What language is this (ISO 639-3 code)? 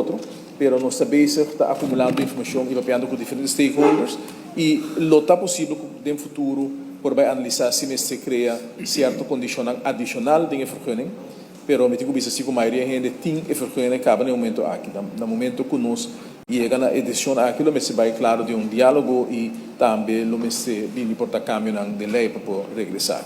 pap